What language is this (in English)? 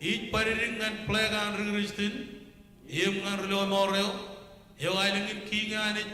Marshallese